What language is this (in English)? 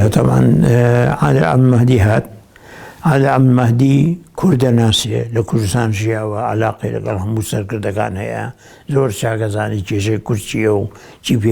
Central Kurdish